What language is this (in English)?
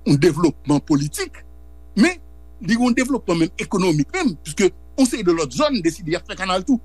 Haitian Creole